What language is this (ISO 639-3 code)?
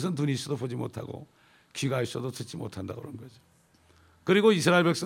kor